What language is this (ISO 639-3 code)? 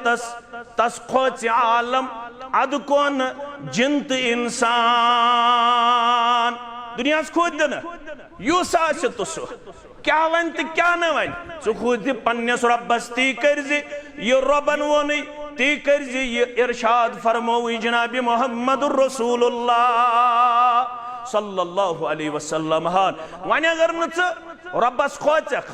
kas